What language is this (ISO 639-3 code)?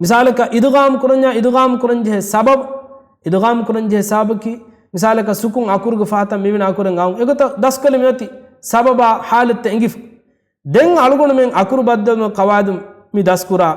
div